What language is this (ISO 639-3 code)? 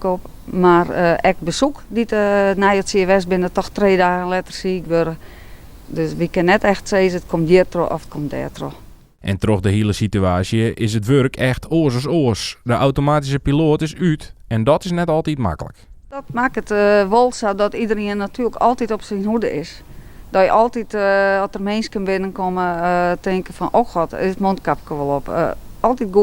fry